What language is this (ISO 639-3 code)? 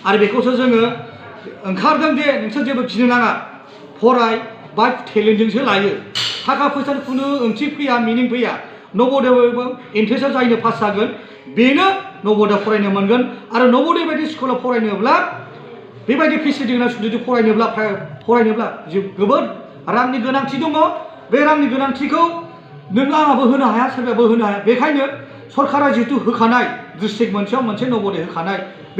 brx